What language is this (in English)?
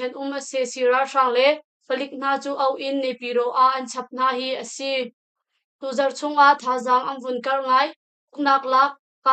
Hakha Chin